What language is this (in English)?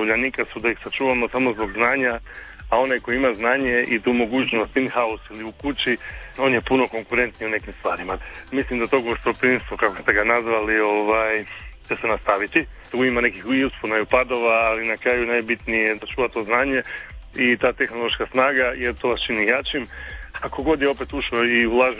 Croatian